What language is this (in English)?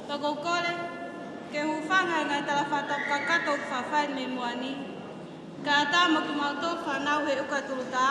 Tongan